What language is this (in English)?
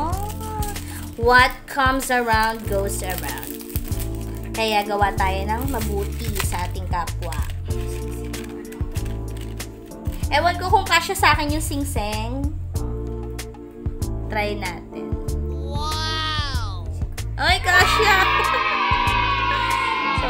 Filipino